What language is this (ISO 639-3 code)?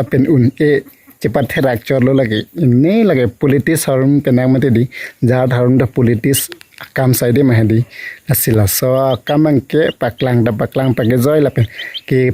mjw